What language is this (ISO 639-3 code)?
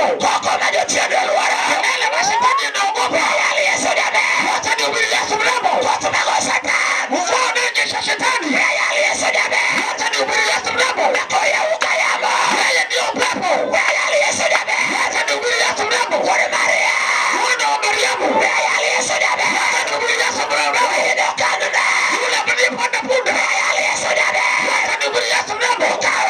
luo